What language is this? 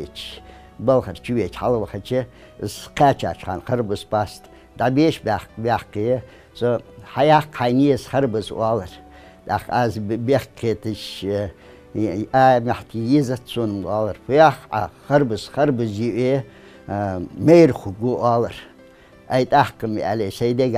Ingush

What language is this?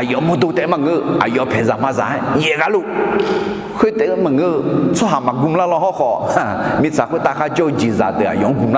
Akha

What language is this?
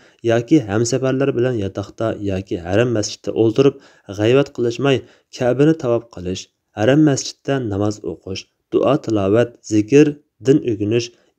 Uyghur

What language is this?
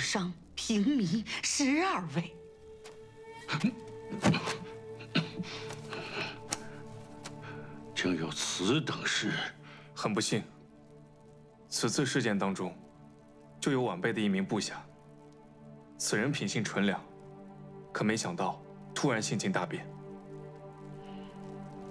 Chinese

